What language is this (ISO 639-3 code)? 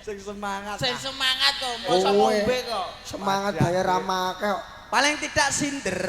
jav